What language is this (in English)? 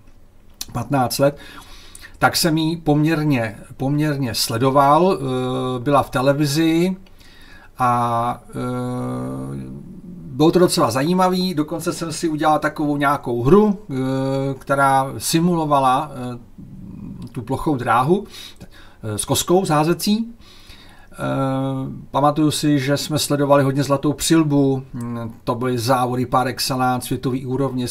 Czech